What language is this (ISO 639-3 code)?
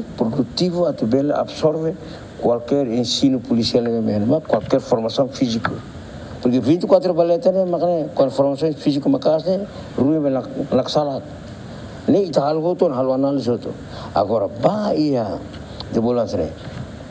tet